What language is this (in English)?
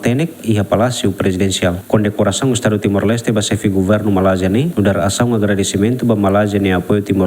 Tetum